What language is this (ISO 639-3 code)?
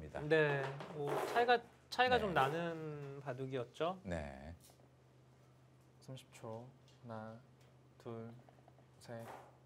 kor